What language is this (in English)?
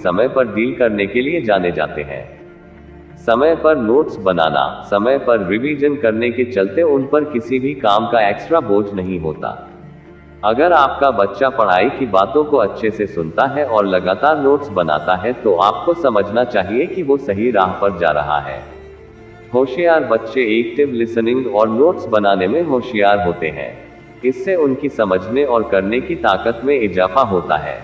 Hindi